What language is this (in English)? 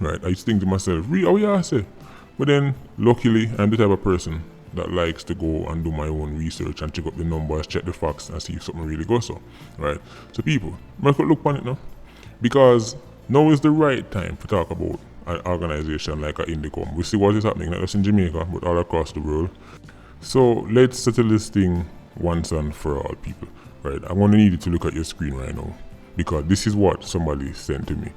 Jamaican Creole English